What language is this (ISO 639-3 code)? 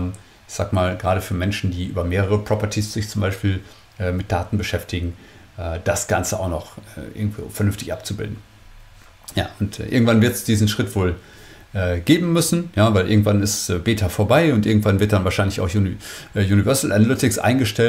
deu